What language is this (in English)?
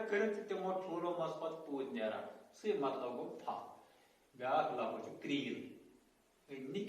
Kashmiri